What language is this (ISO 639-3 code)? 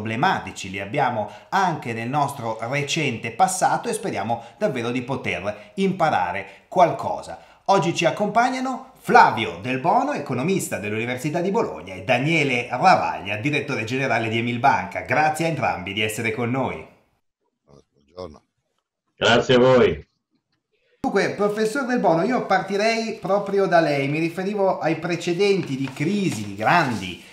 ita